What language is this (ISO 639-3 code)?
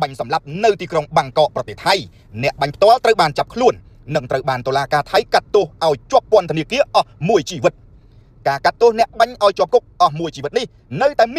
khm